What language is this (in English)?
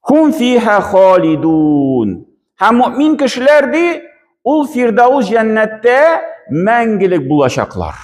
Tatar